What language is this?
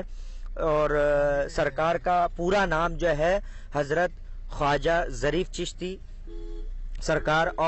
Urdu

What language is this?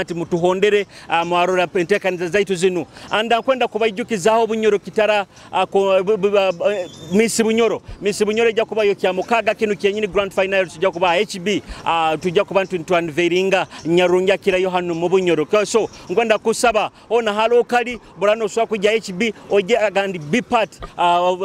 Nyoro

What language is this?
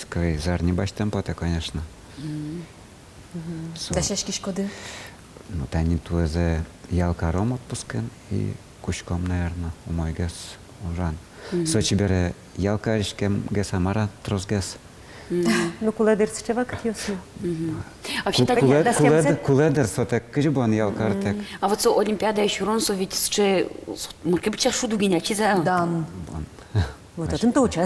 Udmurt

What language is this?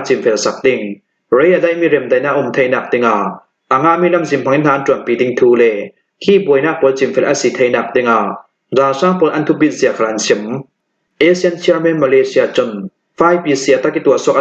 Falam Chin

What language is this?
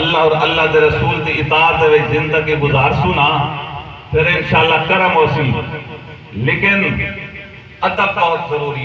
Saraiki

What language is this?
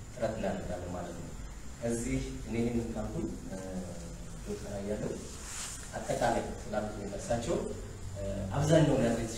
Amharic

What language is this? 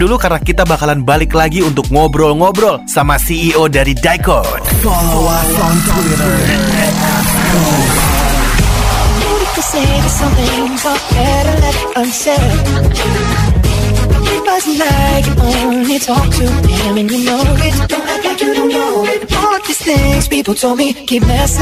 Indonesian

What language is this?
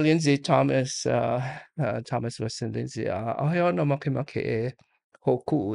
Hawaiian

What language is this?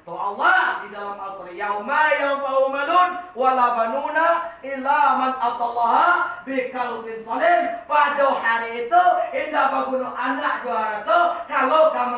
Minangkabau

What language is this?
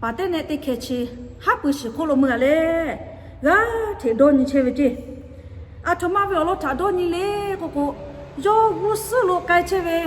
Lahu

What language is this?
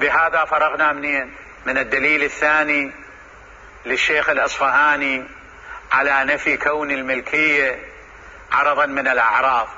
Mesopotamian Arabic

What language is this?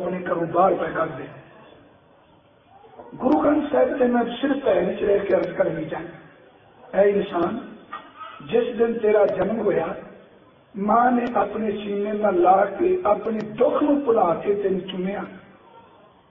Punjabi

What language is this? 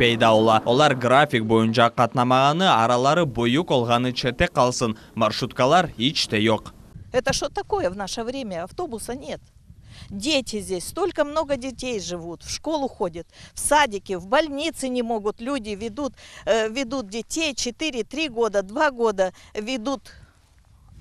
Crimean Tatar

